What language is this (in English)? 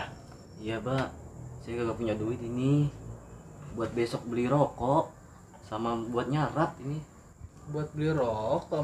Betawi